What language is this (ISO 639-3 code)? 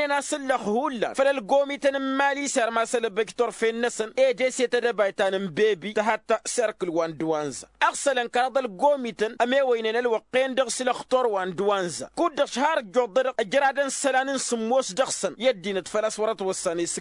taq